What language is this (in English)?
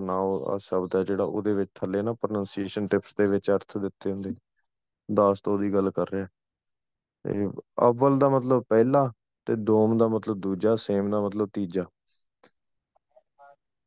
Punjabi